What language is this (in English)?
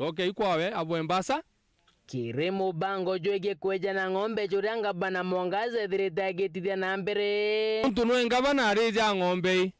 Meru